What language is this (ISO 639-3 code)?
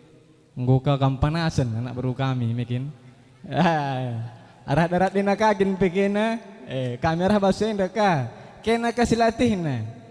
btx